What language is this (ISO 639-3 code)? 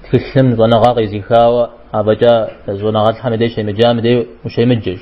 kbd